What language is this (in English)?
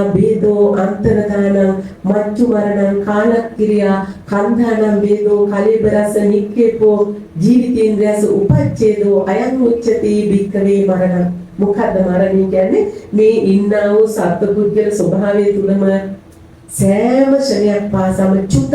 Sinhala